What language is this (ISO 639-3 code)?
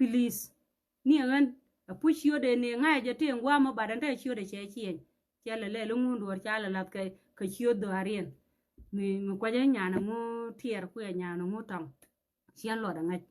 nus